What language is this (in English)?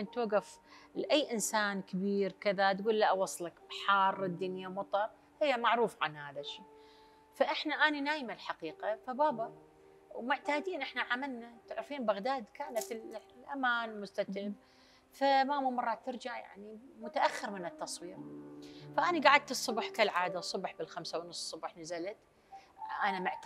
Mesopotamian Arabic